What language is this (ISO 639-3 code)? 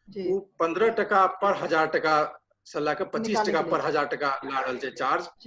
mai